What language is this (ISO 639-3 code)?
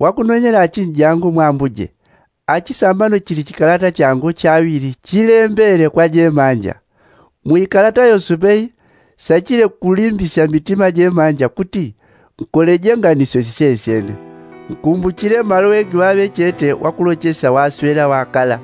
yao